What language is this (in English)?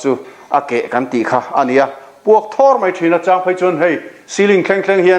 Mizo